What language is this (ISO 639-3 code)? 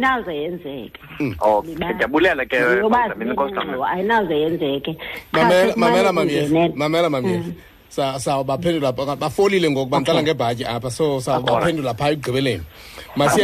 xho